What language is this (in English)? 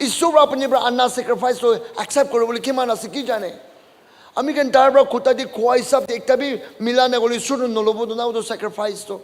Naga Pidgin